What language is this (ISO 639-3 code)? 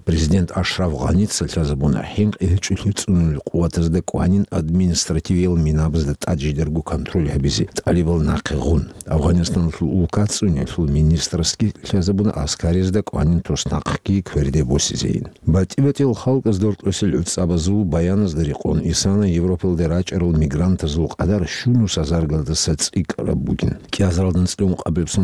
ava